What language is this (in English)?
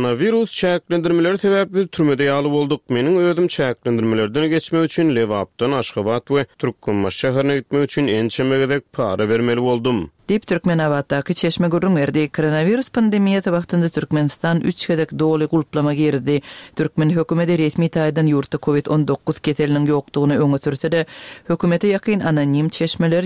Turkmen